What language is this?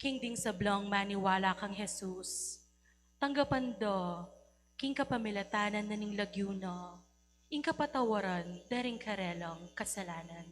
Pampanga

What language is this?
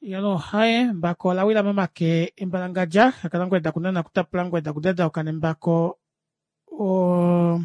Kuanyama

